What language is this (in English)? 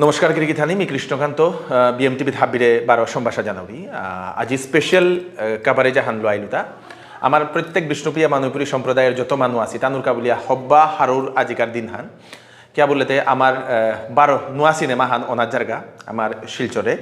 Bishnupriya